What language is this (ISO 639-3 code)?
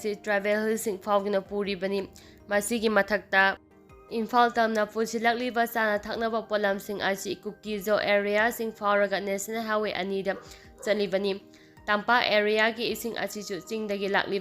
mni